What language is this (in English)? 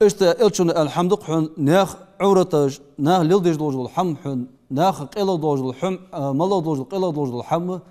Ingush